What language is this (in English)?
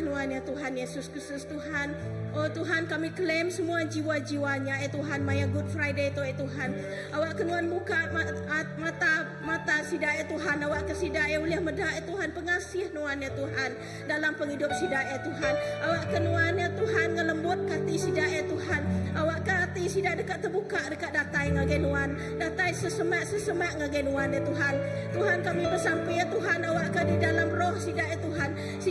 Iban